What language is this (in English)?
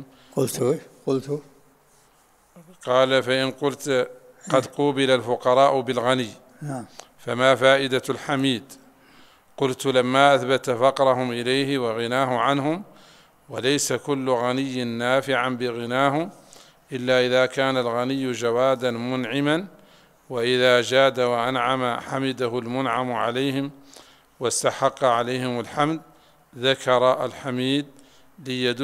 Arabic